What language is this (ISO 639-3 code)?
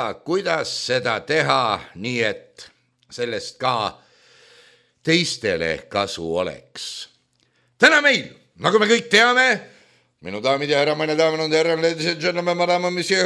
est